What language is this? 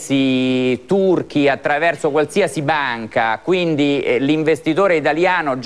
Italian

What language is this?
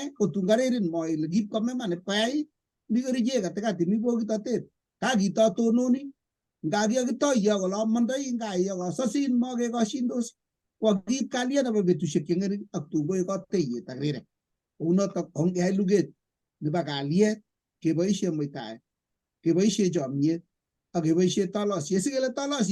Kalenjin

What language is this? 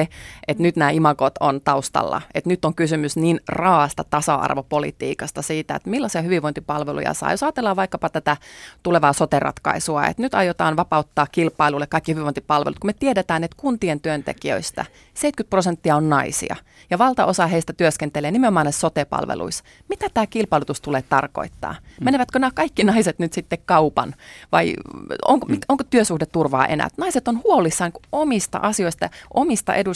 Finnish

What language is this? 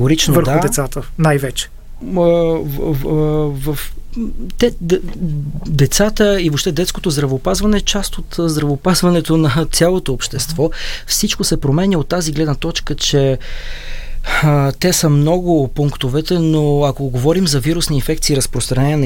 Bulgarian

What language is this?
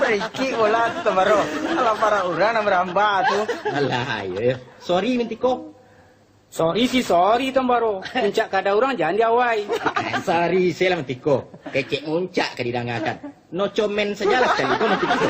Minangkabau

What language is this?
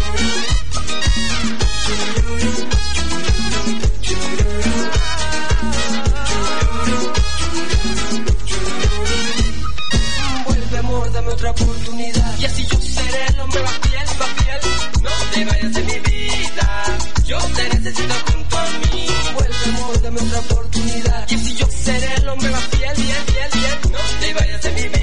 Spanish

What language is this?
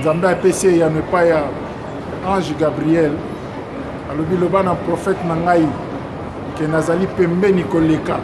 Lingala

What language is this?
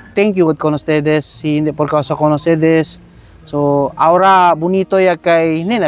Chavacano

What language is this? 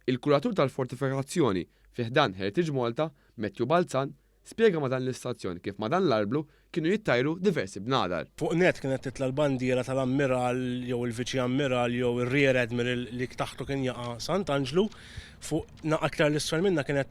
Maltese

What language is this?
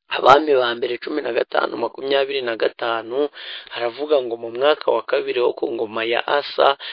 Kinyarwanda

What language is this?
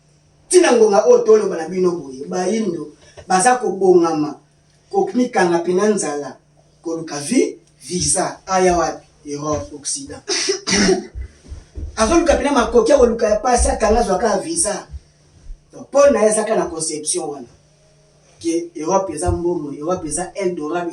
Lingala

